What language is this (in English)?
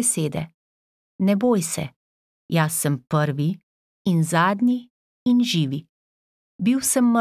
Slovenian